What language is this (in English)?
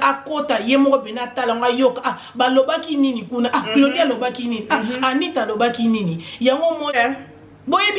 Lingala